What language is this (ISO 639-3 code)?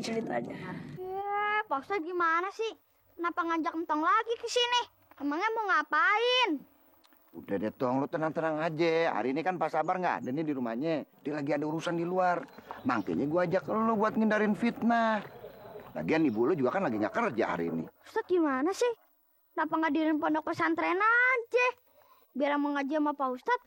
bew